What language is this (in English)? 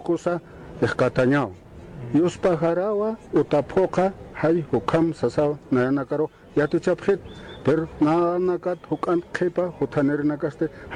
Aymara